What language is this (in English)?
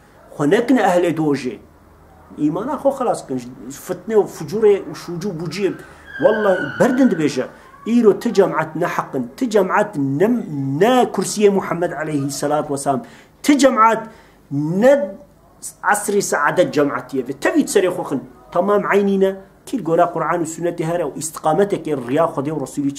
Kurdish